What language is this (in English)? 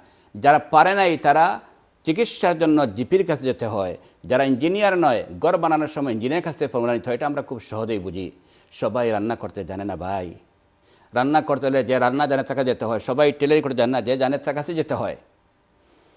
Bangla